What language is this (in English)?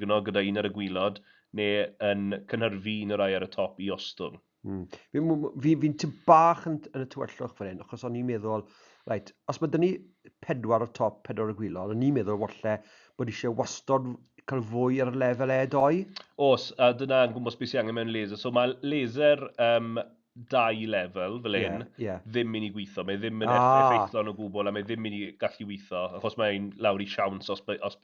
Welsh